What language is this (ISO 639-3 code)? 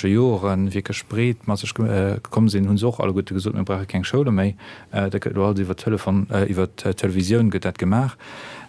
ltz